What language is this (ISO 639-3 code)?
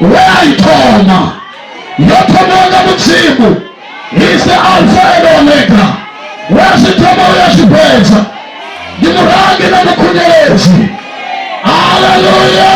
ven